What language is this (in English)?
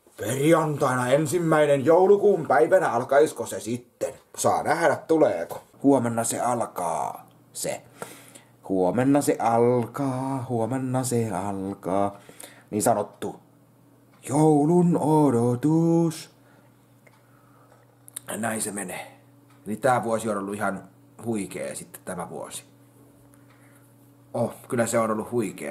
Finnish